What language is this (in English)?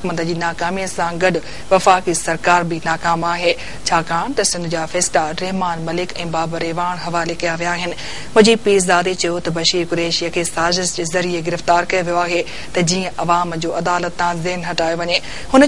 Sindhi